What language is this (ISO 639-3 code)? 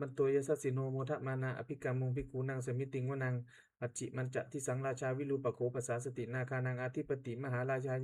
pli